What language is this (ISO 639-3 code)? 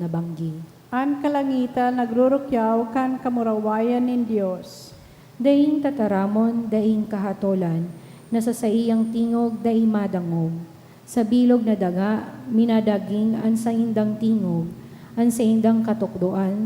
bik